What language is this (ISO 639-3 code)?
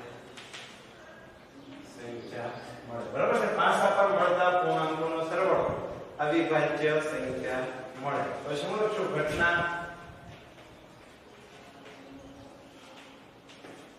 guj